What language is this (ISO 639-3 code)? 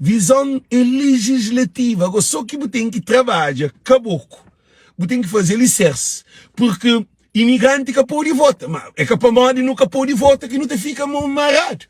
kea